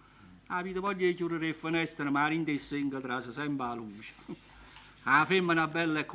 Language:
Neapolitan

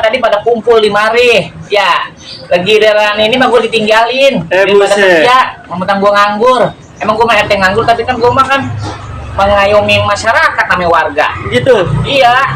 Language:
Betawi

